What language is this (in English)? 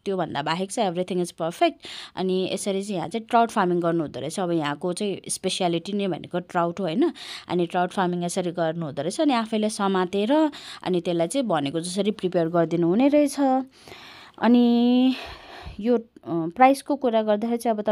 Nepali